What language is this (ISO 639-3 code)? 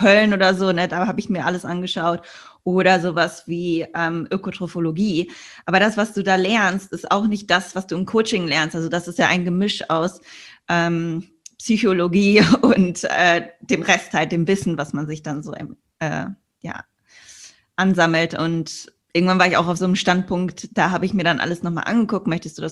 deu